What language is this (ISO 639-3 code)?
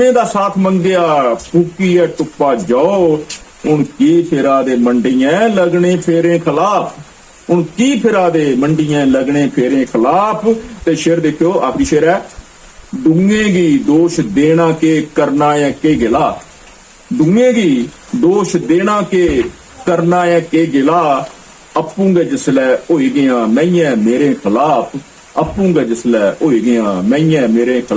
doi